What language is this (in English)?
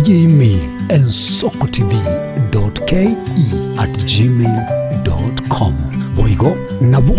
Gusii